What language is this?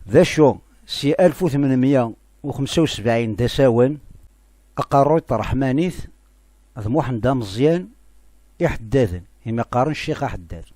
Kabyle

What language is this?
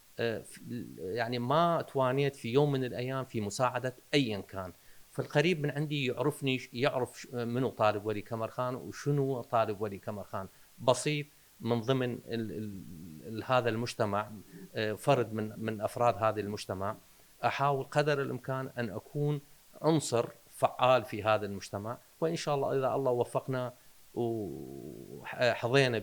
Mesopotamian Arabic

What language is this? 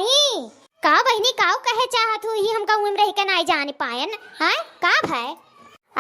Awadhi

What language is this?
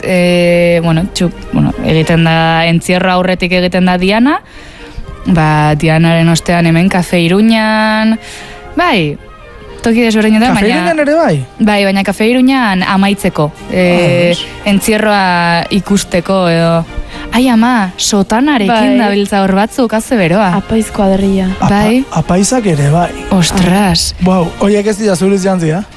Basque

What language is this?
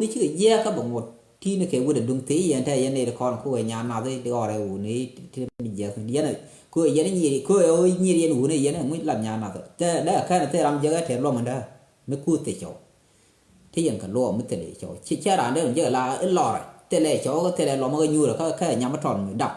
Nuer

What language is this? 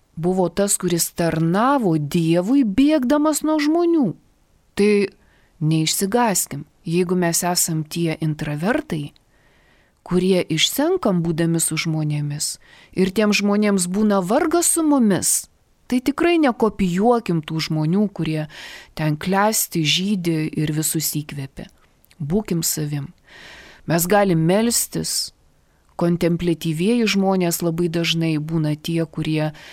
Lithuanian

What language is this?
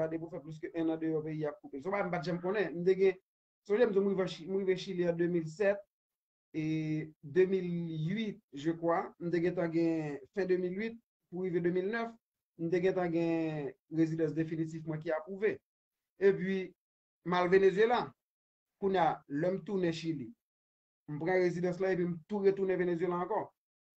Haitian Creole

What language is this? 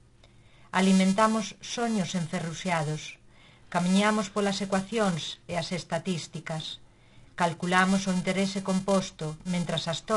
Galician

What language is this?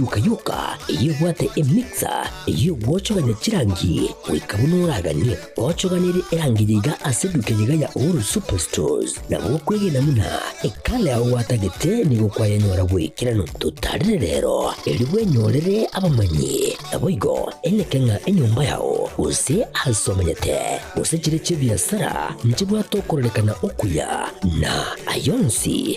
Gusii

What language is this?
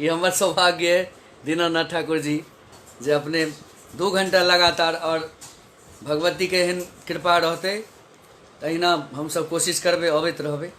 Maithili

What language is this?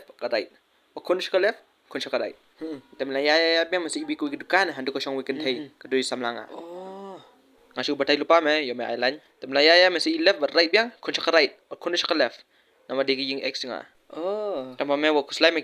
Khasi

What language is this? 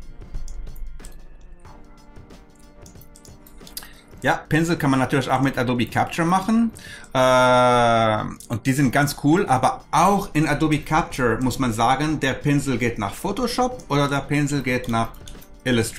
German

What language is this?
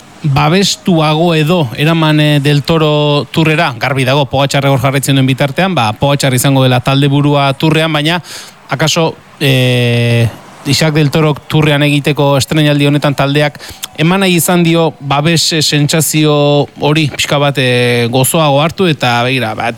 Basque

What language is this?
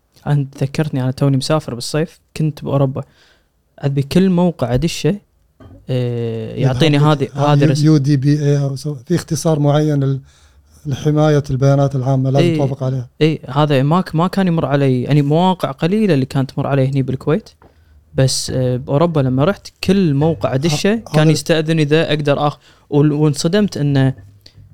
Gulf Arabic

